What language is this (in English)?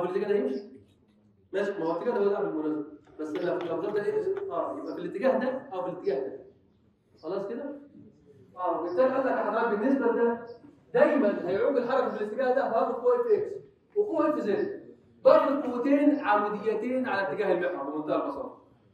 Egyptian Arabic